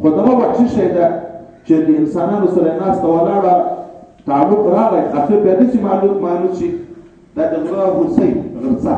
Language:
Pashto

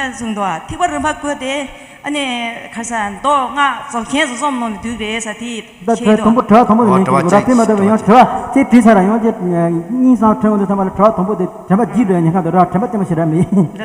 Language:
Tibetan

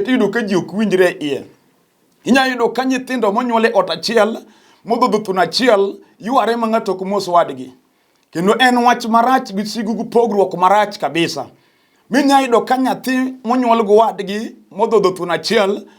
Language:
Luo (Kenya and Tanzania)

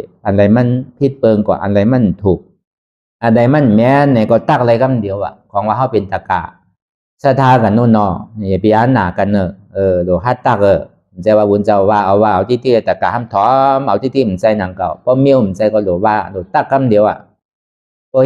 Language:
Shan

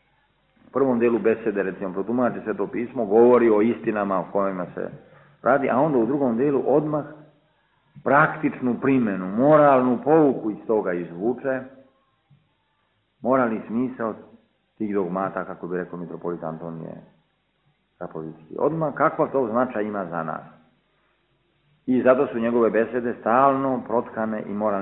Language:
Serbian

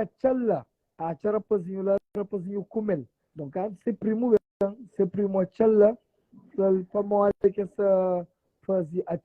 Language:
Kabuverdianu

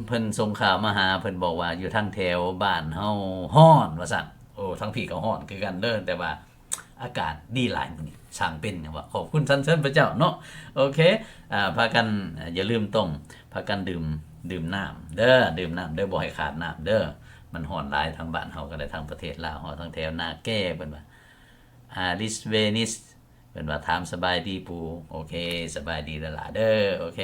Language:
Lao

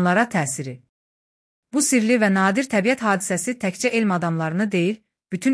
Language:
Azerbaijani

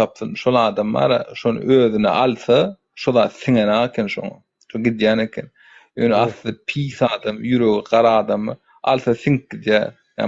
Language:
Turkmen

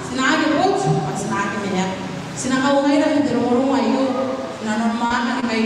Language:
Gilbertese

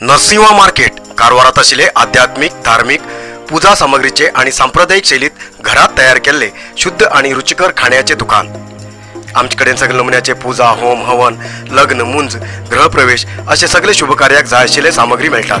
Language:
Konkani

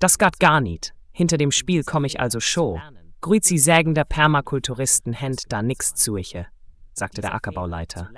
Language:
Swiss German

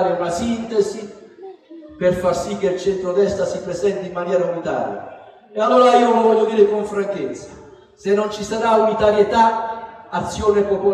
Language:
Italian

